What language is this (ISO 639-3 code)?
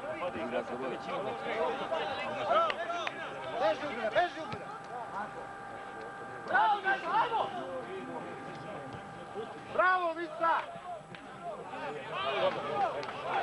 srp